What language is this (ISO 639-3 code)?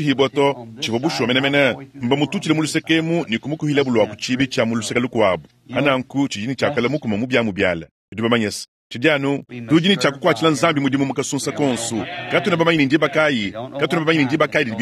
lua